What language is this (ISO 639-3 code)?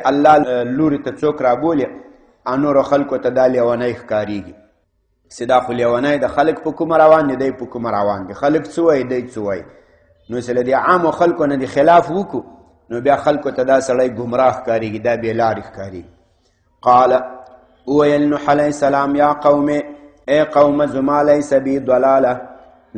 pus